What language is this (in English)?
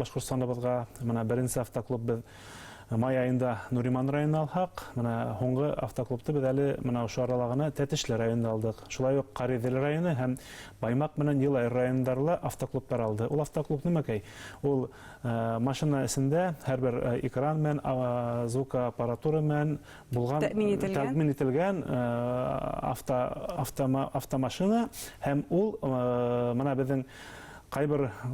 Bashkir